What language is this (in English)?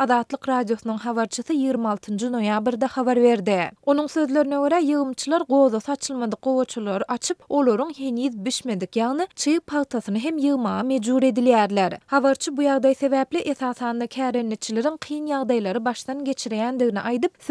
Turkmen